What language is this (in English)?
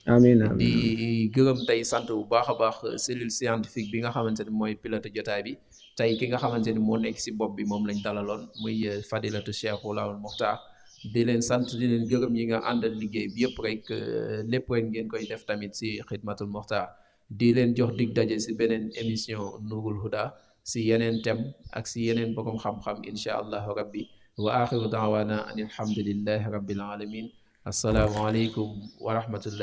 Wolof